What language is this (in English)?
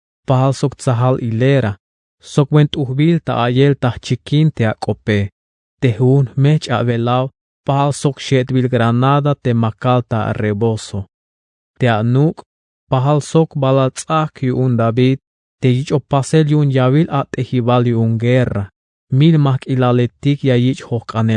Tzeltal